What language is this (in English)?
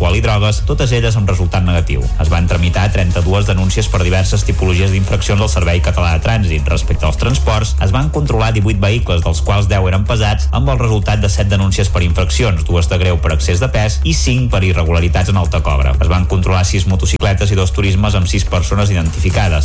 Catalan